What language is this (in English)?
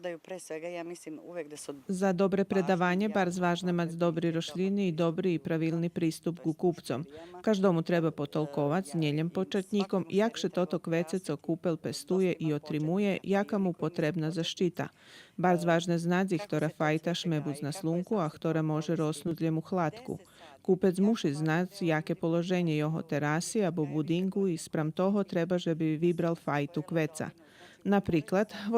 Rusyn